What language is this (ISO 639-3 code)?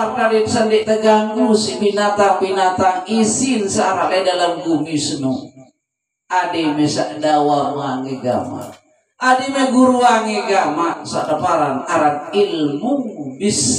sas